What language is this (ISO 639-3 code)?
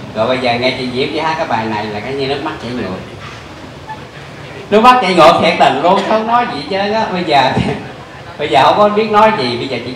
vie